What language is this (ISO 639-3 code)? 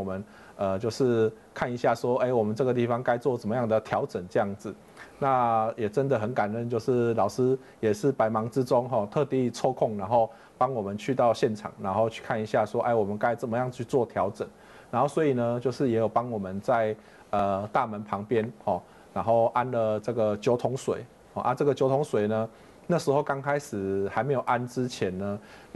zho